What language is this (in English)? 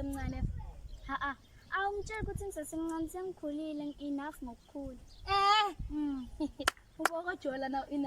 Zulu